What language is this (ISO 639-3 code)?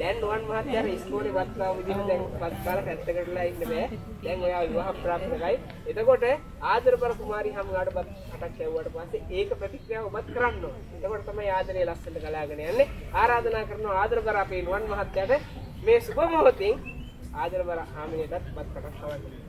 sin